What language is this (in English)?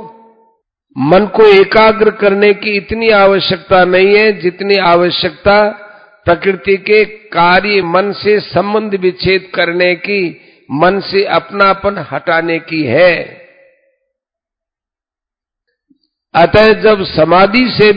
Hindi